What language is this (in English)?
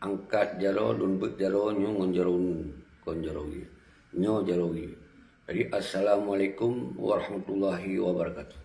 Achinese